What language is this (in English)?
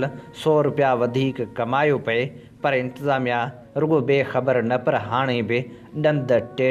Sindhi